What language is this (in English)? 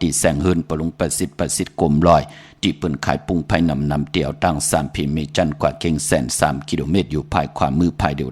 Shan